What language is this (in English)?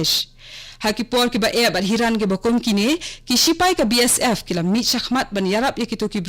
Khasi